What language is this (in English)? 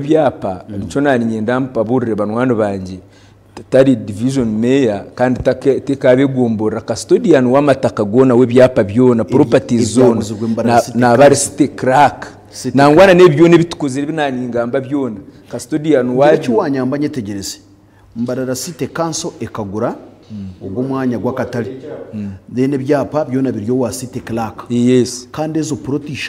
Nyankole